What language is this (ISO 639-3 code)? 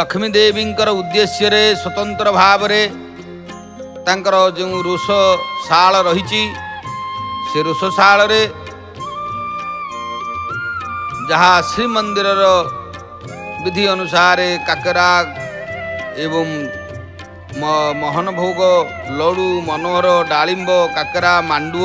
ori